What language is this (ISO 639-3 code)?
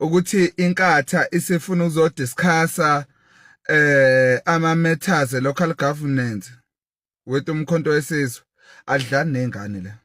zul